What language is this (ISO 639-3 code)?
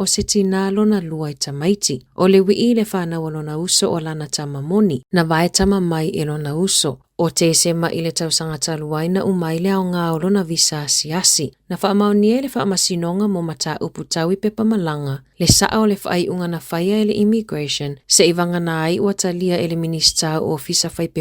smo